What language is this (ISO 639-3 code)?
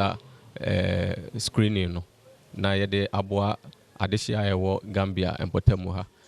aka